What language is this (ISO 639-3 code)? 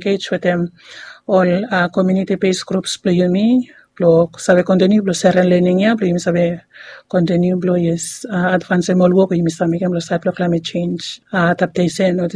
bis